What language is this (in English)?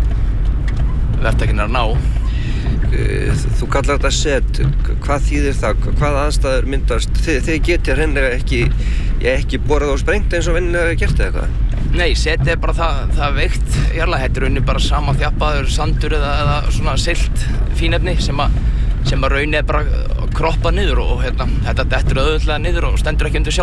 Icelandic